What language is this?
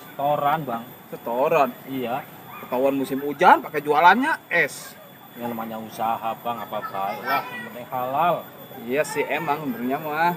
Betawi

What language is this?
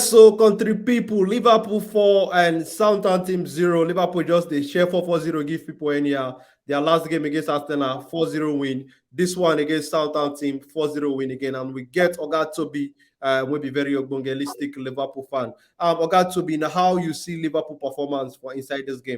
Nigerian Pidgin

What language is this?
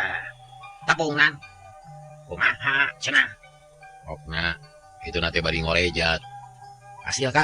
Sundanese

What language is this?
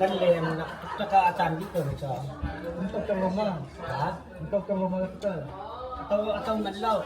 Hakha Chin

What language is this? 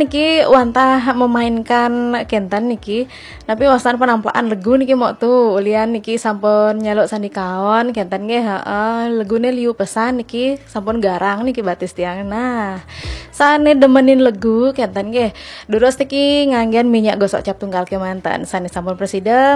Balinese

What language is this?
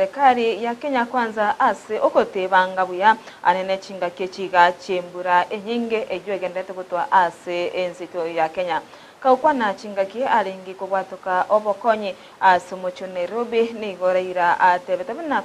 Gusii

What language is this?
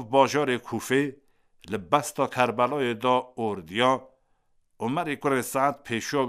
Kurdish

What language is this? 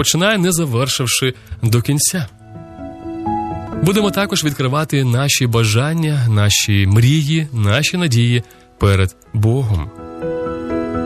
Ukrainian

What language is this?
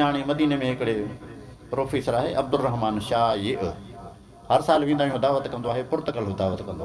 Sindhi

